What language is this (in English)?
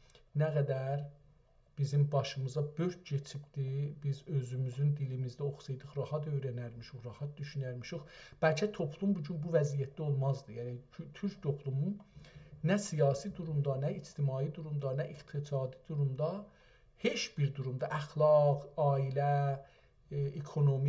South Azerbaijani